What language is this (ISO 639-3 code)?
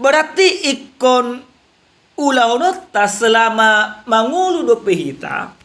bbc